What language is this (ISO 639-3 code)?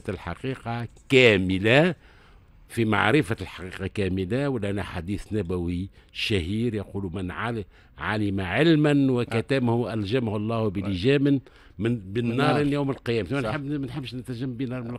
aeb